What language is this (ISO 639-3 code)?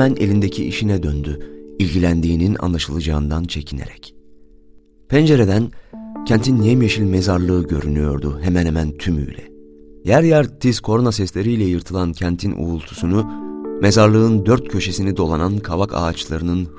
tur